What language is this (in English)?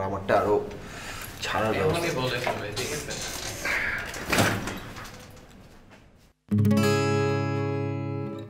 Bangla